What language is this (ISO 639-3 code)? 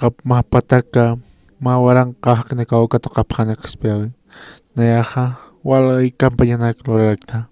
aym